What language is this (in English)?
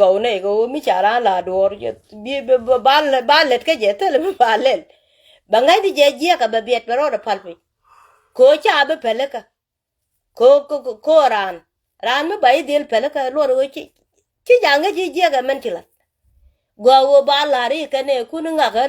Nuer